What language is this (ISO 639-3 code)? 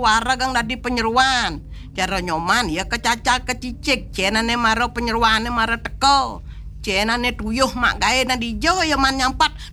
ban